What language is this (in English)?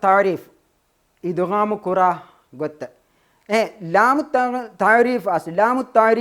Divehi